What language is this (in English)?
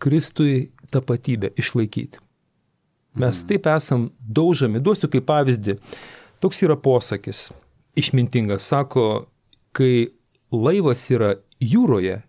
Lithuanian